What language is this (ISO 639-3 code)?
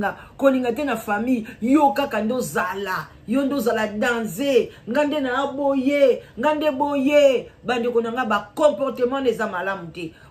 lin